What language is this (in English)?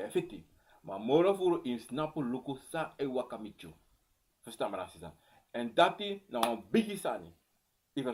Sranan Tongo